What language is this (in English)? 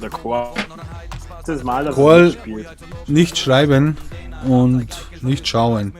Bavarian